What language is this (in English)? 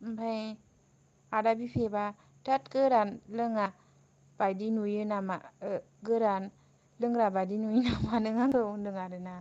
Bodo